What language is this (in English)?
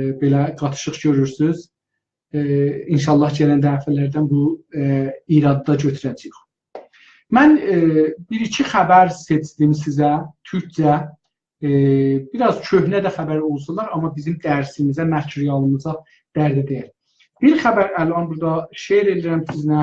South Azerbaijani